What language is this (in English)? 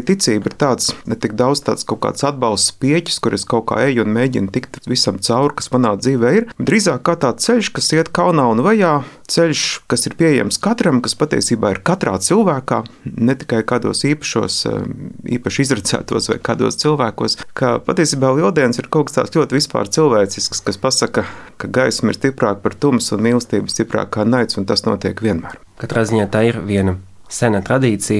Latvian